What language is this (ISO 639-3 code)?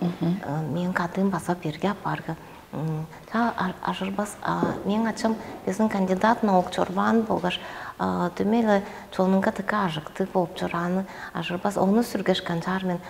tyv